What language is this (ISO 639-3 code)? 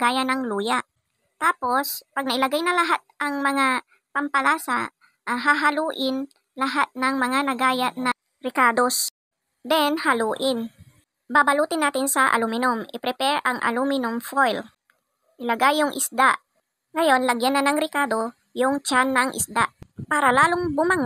fil